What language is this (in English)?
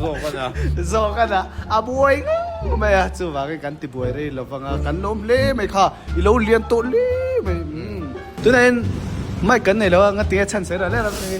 Mizo